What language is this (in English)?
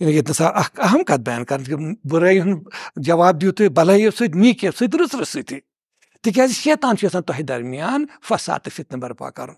Kashmiri